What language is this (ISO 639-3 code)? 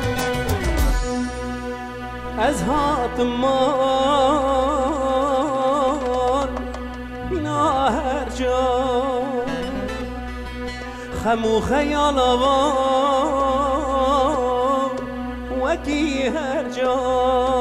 kur